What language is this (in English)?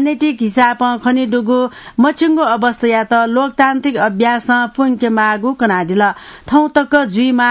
Newari